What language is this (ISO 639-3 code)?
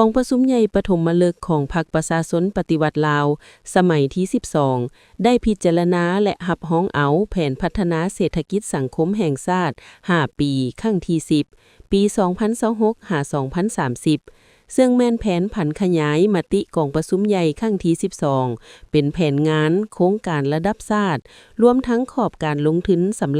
lao